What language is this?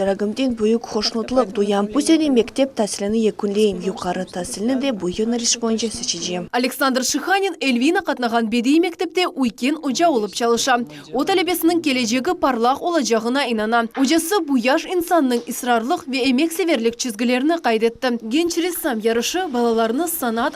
Crimean Tatar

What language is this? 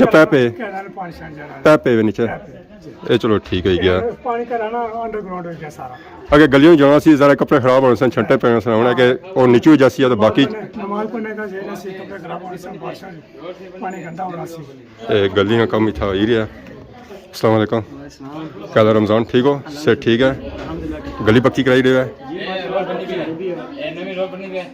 Pahari-Potwari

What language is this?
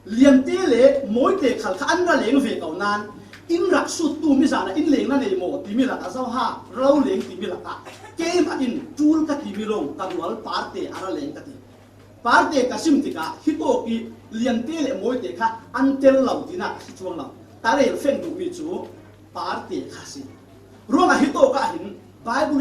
Falam Chin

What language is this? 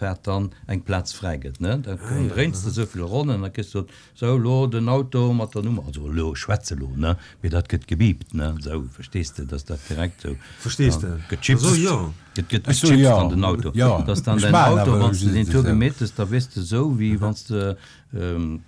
Luxembourgish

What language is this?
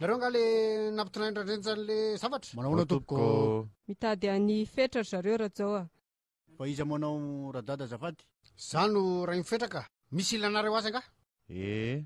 Malagasy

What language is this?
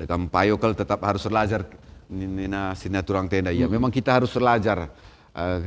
Batak Karo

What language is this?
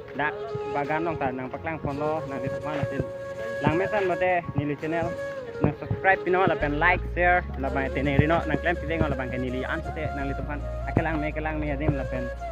Karbi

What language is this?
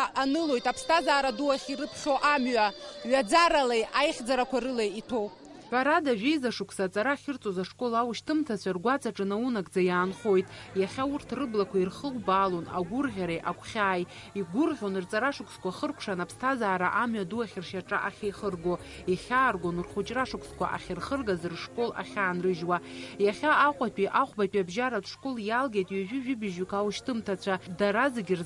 Abkhazian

